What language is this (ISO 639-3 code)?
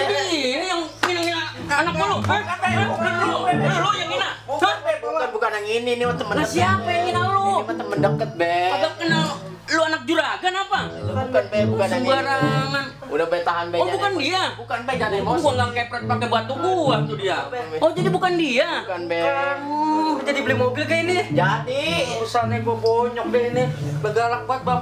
bew